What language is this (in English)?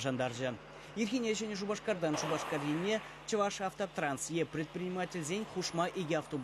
Chuvash